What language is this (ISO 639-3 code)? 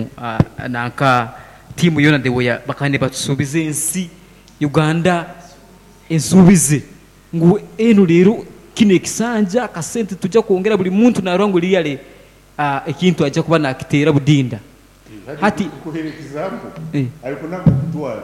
nyo